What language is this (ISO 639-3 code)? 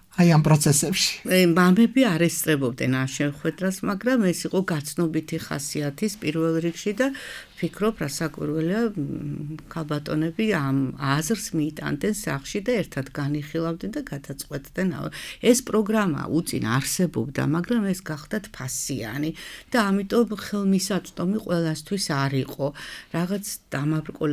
kat